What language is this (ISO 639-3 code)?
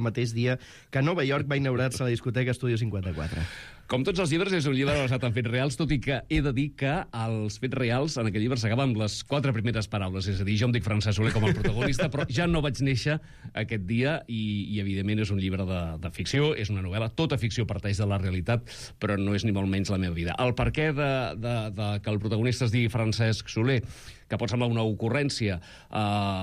cat